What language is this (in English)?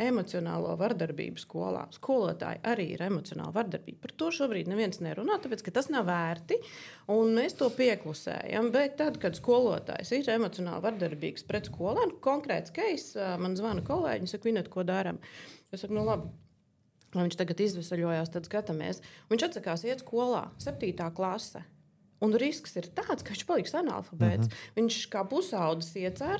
Latvian